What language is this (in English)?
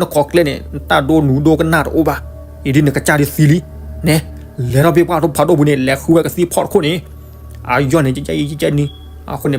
S'gaw Karen